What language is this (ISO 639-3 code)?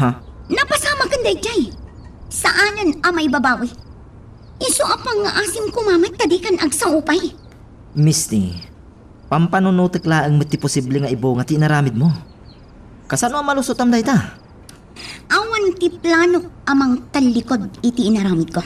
ilo